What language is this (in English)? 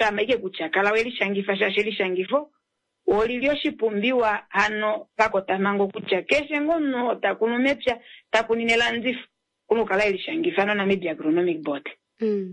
Kuanyama